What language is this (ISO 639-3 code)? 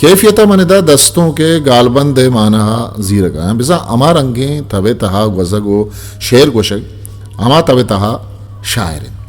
bgp